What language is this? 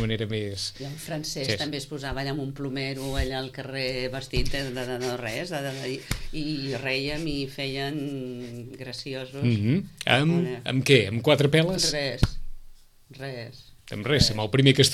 Catalan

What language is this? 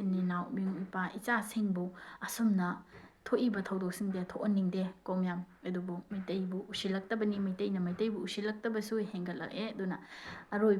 Manipuri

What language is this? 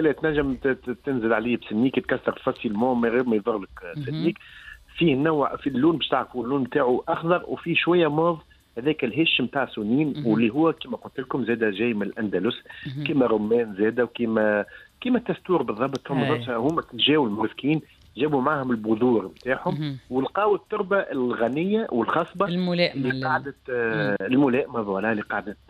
Tunisian Arabic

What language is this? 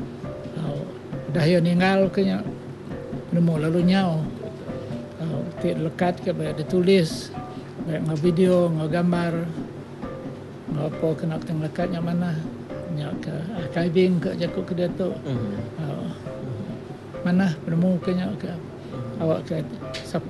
Iban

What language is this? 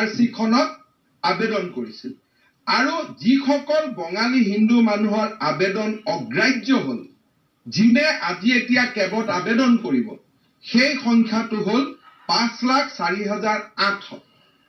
Assamese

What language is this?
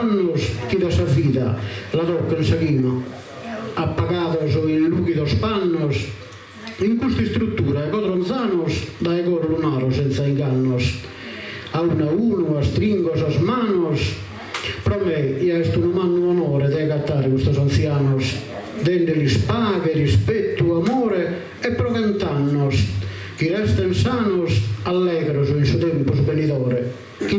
Sardinian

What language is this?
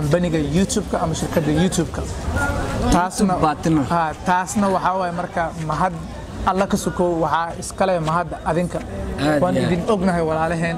Somali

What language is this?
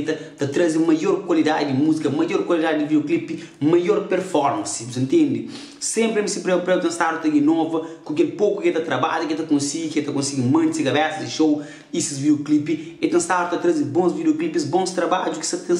Kabuverdianu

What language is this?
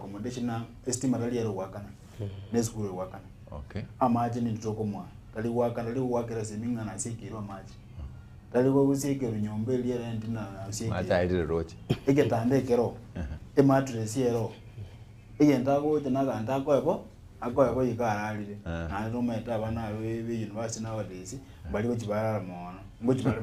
Gusii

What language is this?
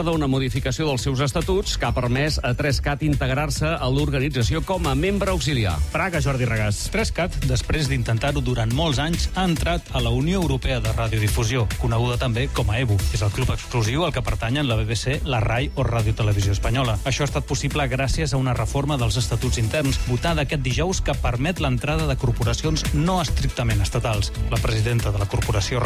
Catalan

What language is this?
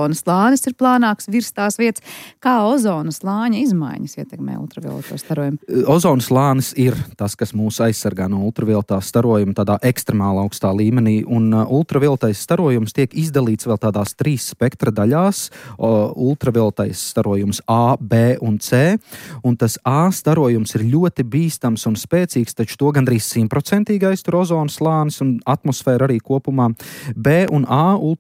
Latvian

